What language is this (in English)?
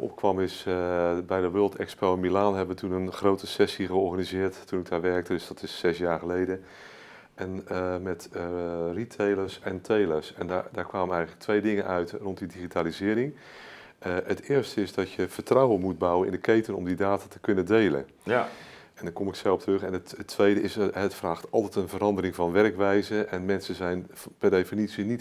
Dutch